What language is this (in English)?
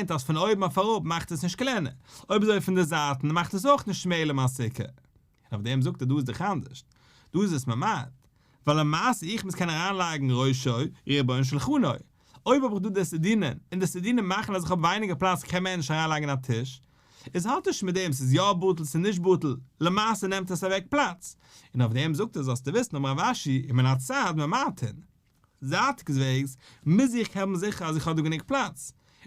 Yiddish